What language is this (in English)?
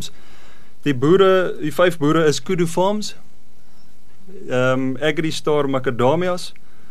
Afrikaans